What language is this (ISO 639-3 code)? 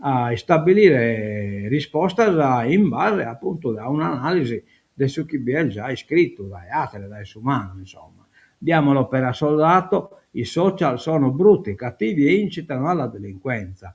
srd